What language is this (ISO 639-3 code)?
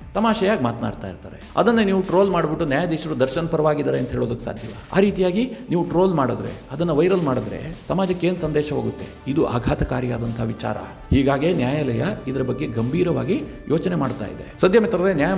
kan